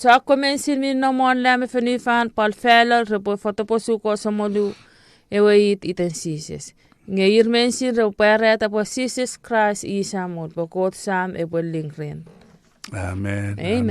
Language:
Chuukese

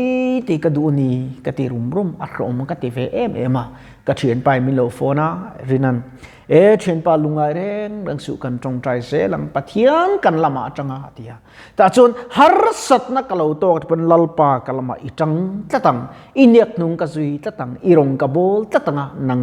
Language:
Mizo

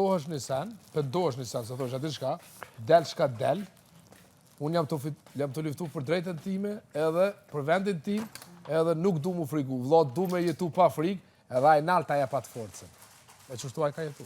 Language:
Albanian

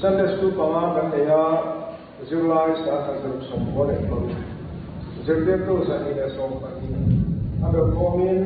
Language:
Mizo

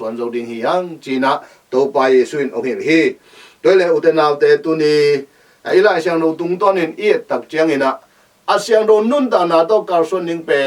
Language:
Tedim Chin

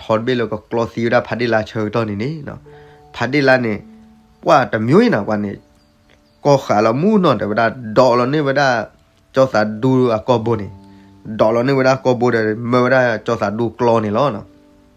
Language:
S'gaw Karen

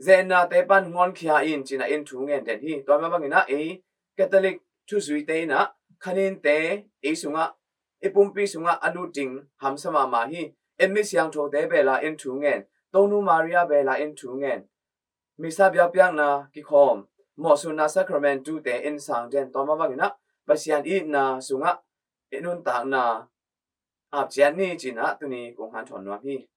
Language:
Tedim Chin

